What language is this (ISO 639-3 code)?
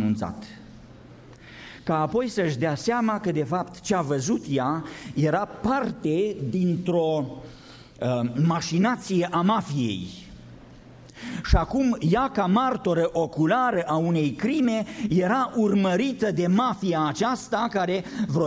ron